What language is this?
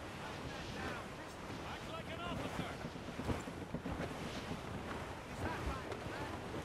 English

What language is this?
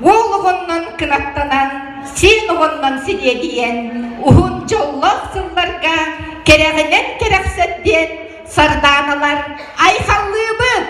Yakut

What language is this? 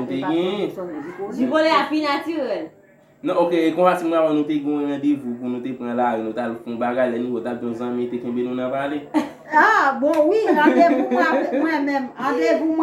Haitian Creole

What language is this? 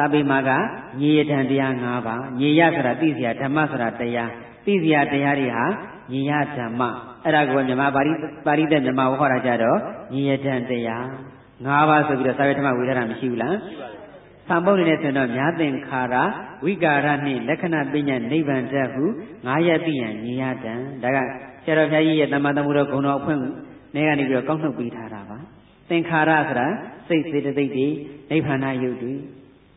Burmese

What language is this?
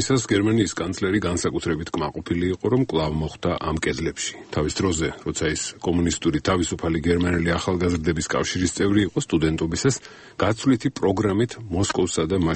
Georgian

